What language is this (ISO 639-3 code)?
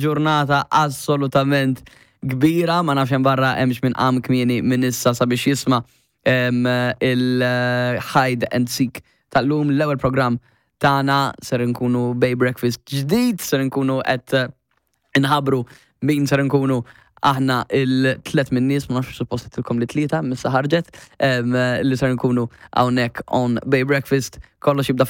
mlt